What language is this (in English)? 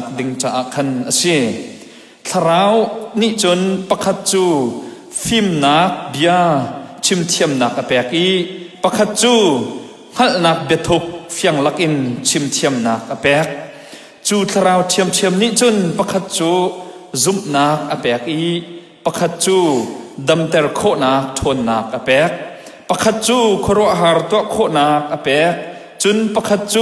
Hakha Chin